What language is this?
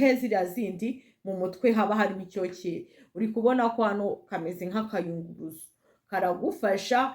Kinyarwanda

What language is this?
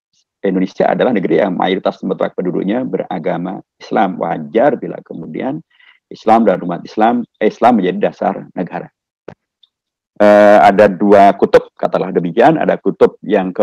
Indonesian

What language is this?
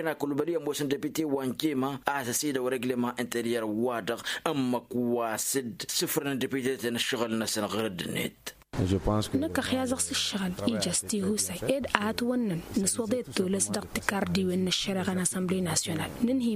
Tamasheq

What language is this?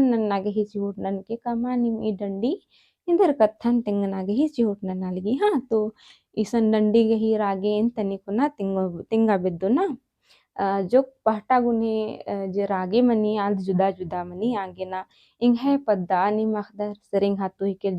Kurukh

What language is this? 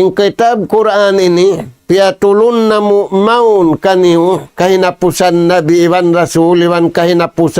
Tausug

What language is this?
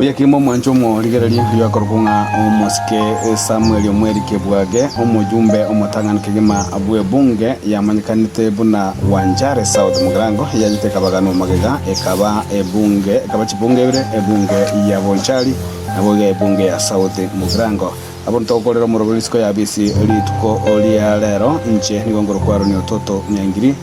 Gusii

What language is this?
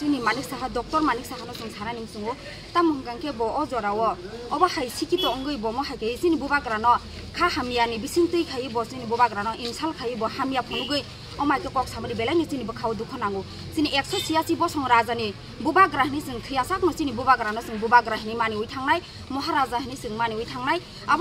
Kok Borok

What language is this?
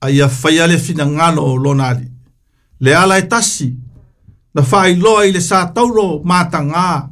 Samoan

